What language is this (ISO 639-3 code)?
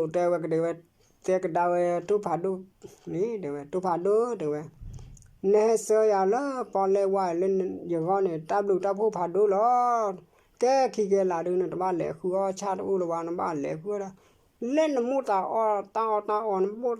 ksw